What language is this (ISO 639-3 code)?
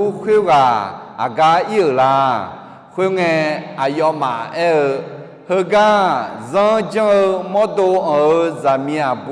ahk